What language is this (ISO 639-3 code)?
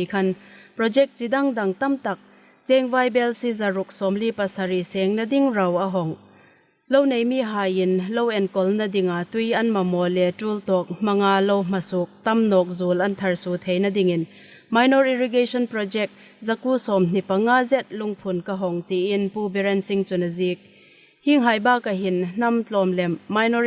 hmr